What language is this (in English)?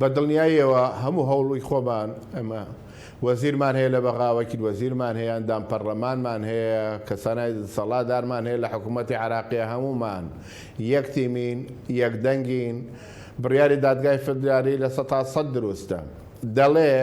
Central Kurdish